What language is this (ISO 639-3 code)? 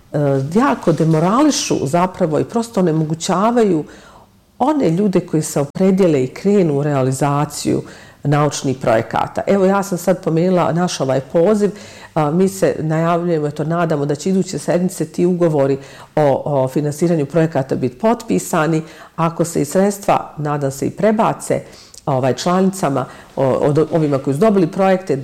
bos